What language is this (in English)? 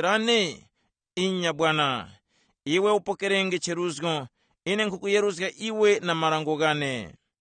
Tumbuka